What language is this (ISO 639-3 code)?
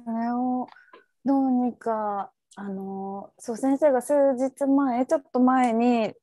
jpn